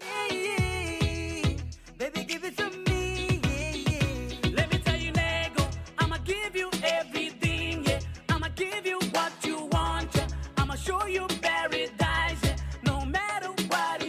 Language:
Pohnpeian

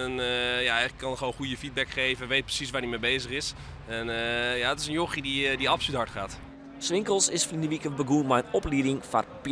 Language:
Western Frisian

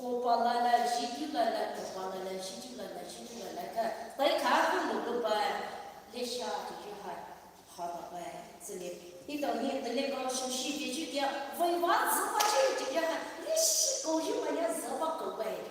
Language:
Poumei Naga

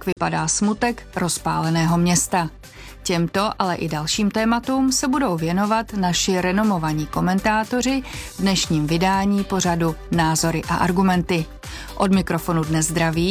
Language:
Czech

